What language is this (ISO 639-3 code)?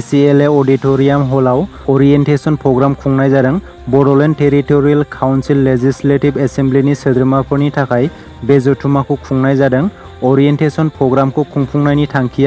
brx